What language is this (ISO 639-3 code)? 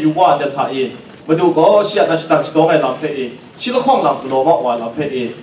kac